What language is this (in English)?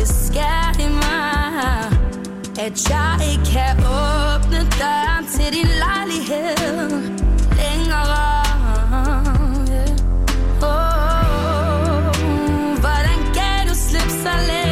Danish